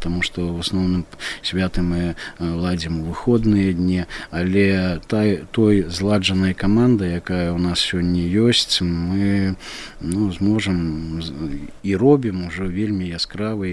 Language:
Belarusian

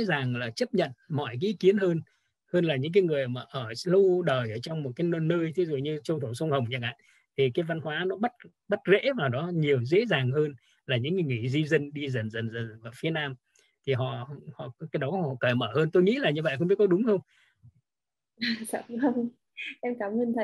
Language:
Vietnamese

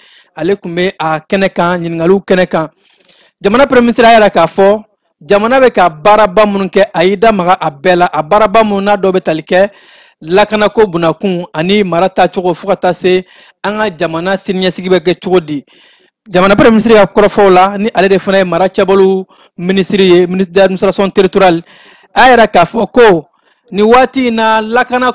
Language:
Bambara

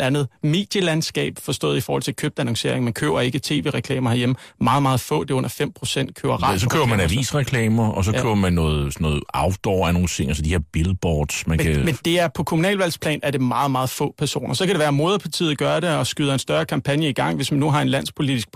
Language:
Danish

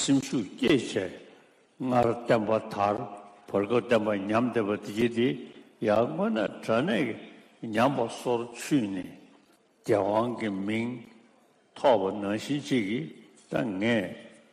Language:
Tibetan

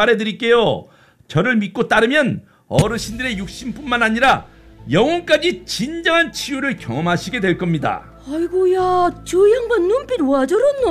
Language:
Korean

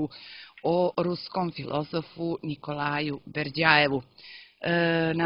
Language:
Croatian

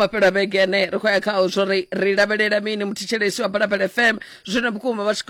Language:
Venda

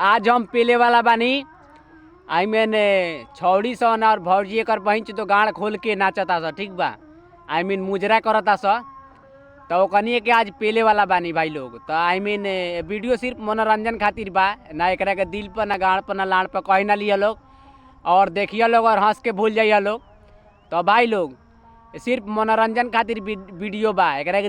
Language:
Bhojpuri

